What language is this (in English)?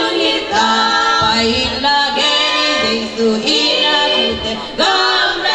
Tedim Chin